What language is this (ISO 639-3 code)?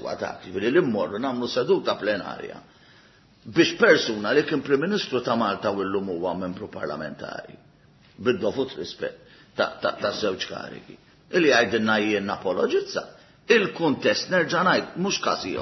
mlt